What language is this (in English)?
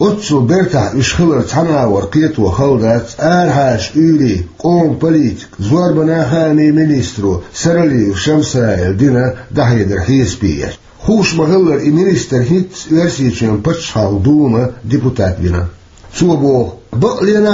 Chechen